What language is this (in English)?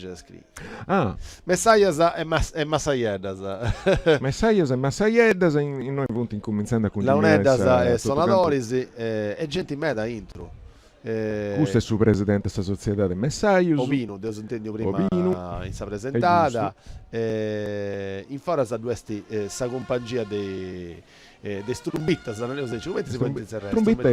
Sardinian